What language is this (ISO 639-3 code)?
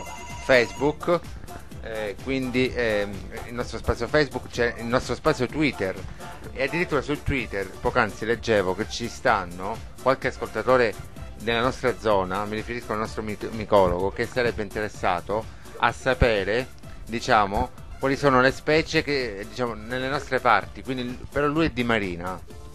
ita